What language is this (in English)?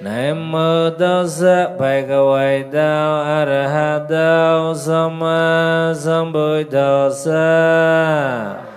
Mon